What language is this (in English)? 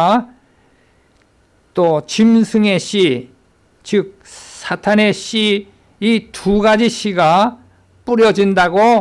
Korean